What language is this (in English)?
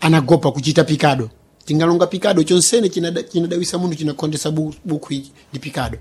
Sena